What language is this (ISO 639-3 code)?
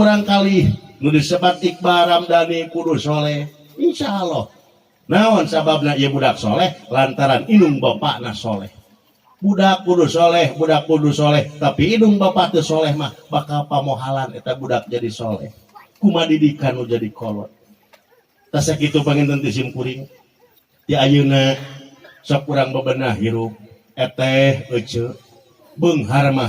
sun